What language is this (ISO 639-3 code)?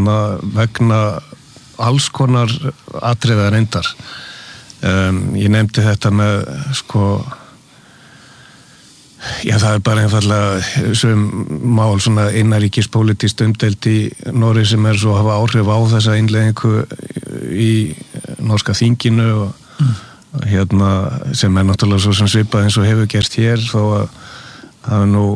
isl